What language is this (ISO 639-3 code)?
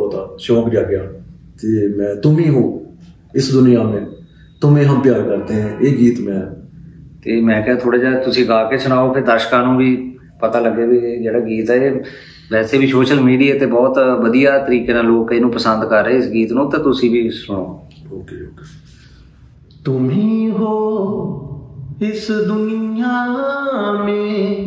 pan